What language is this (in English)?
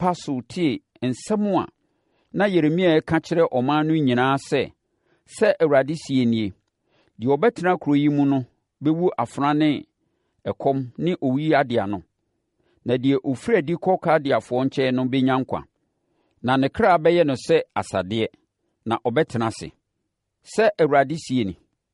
Akan